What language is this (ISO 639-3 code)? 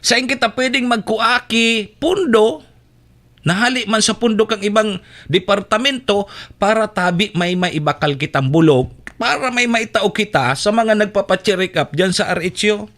bik